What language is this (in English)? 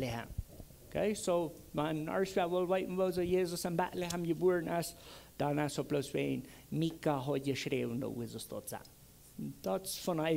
Plautdietsch